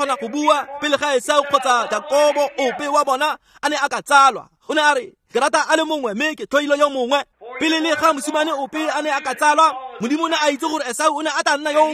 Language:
Tswana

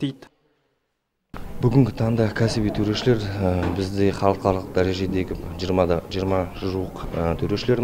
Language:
Kazakh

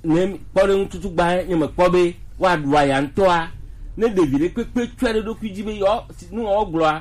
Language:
Gen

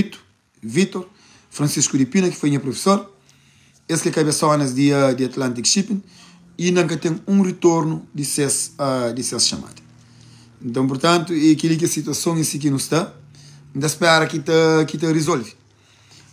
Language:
Kabuverdianu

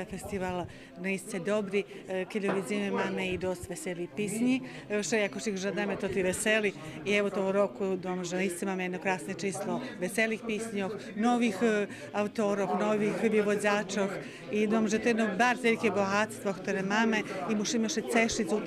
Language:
Rusyn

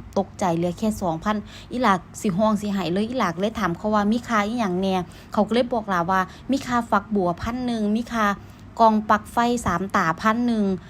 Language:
Northeastern Thai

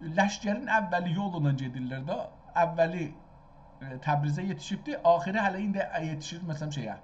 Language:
South Azerbaijani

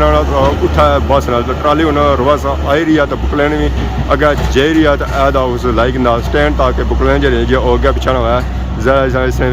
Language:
Pahari-Potwari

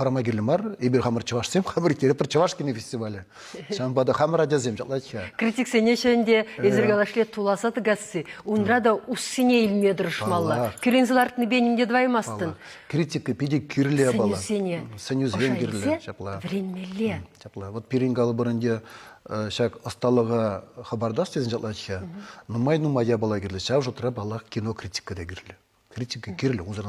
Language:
Chuvash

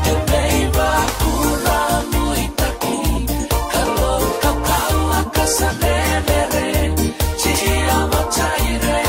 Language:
Fijian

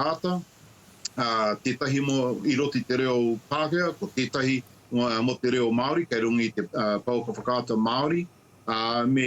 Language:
Māori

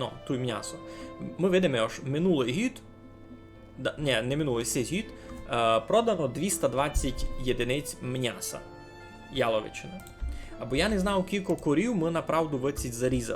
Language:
Rusyn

